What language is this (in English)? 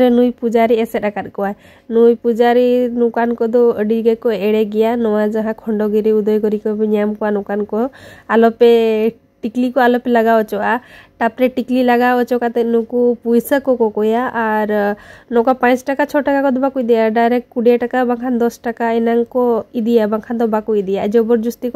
Santali